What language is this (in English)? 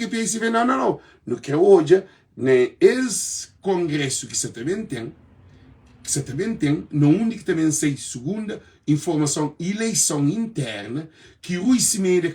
Kabuverdianu